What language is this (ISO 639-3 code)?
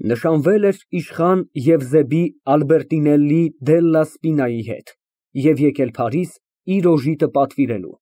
hye